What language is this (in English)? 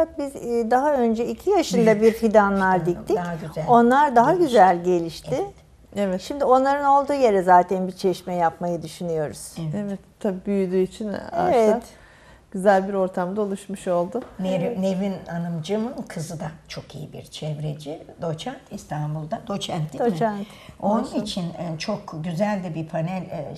Turkish